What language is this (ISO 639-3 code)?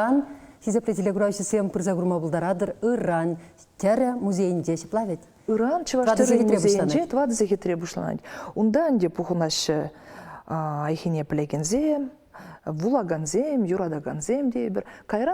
chv